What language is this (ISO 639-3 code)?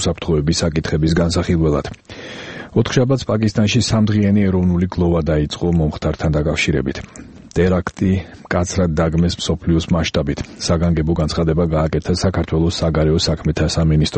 kat